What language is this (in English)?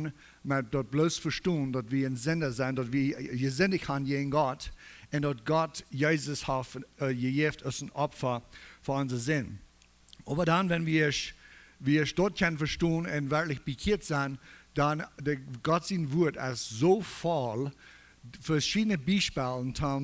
Plautdietsch